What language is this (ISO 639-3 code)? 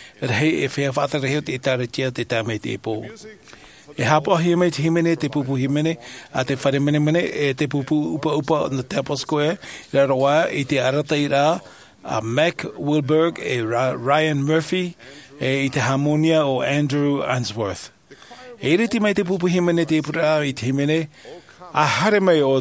tah